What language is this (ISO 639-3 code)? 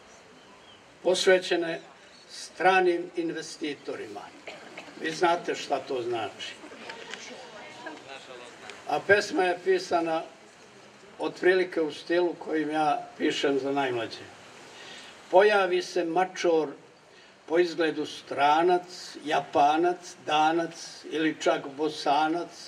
srp